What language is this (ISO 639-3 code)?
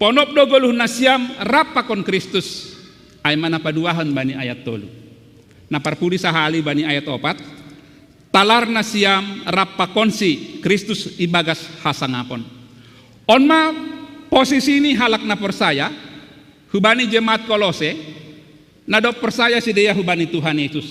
bts